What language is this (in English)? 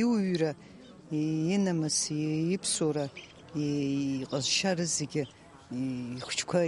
Abkhazian